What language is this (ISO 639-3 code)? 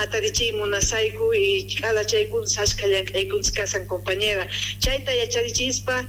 que